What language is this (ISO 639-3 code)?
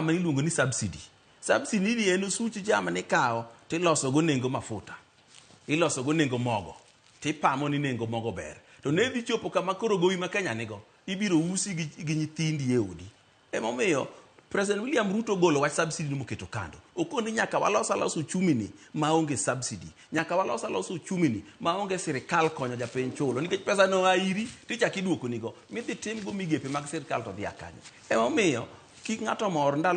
luo